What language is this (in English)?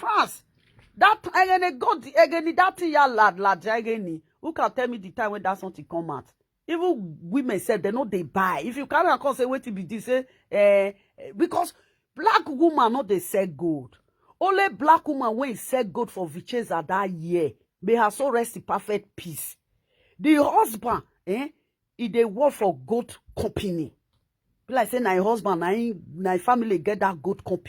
Nigerian Pidgin